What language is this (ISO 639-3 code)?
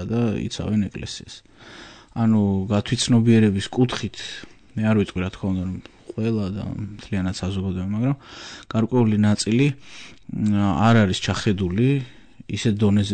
kat